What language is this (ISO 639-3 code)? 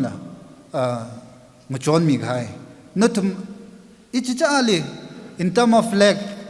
nmf